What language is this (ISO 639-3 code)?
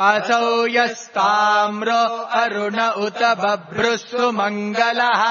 san